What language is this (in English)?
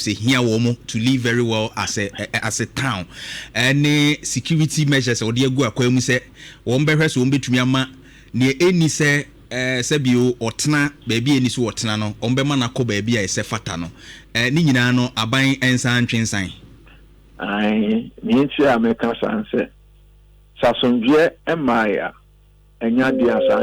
Akan